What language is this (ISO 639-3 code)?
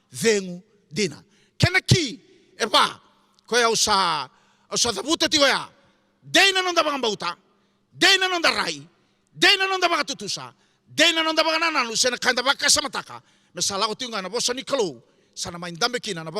fij